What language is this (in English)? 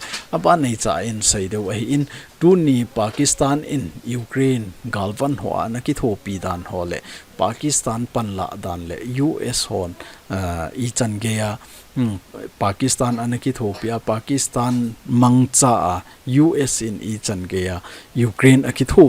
Thado Chin